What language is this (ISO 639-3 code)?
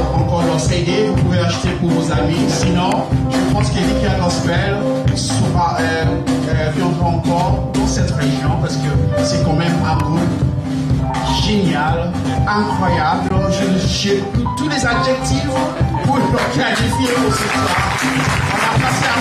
fra